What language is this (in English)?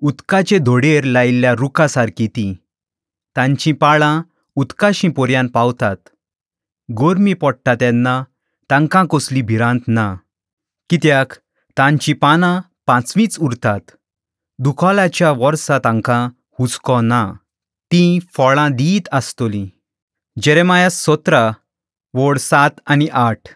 Konkani